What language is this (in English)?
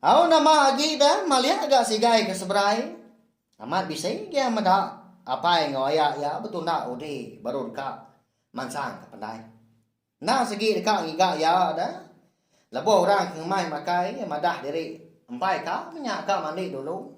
Iban